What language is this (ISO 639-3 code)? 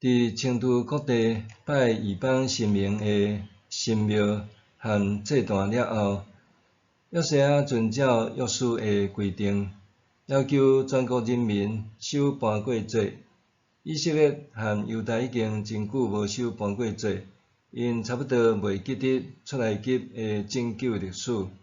nan